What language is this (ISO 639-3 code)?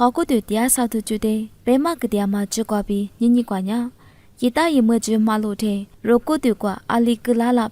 lis